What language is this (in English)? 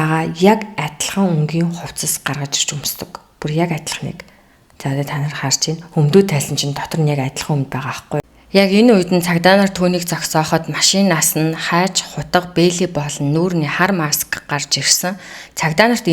Mongolian